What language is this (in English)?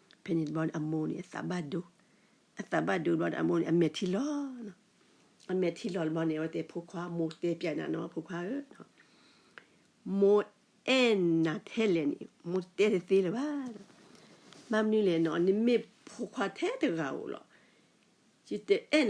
S'gaw Karen